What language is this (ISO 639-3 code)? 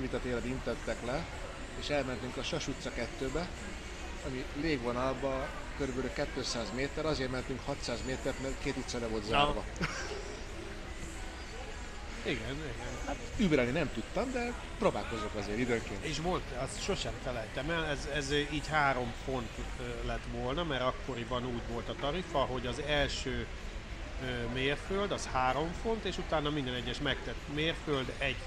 hun